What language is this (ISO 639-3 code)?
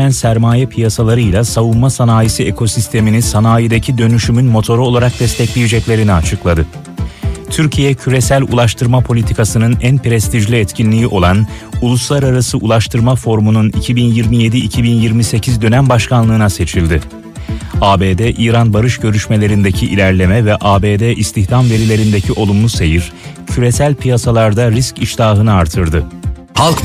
tur